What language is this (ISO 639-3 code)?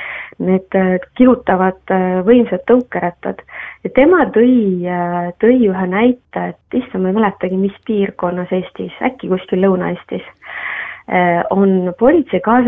est